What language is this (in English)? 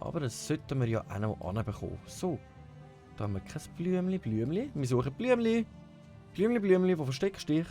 Swiss German